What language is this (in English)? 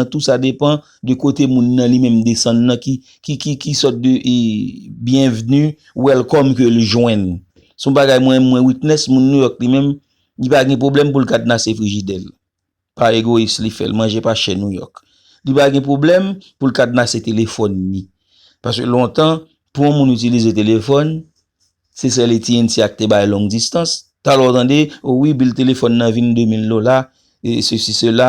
Haitian Creole